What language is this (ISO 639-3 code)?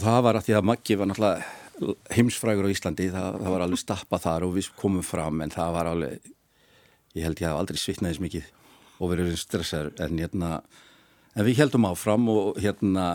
isl